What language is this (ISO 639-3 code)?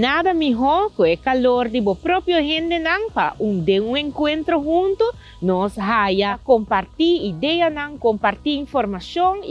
pap